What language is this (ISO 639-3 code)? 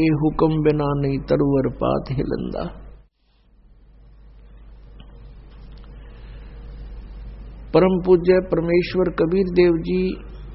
hin